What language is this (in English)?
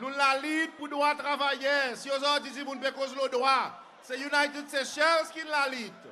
Seselwa Creole French